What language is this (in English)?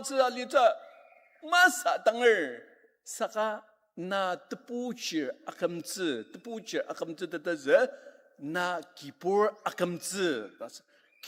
Ao Naga